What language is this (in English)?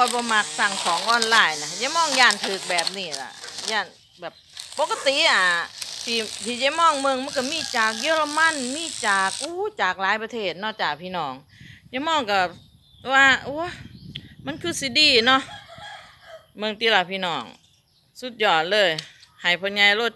Northeastern Thai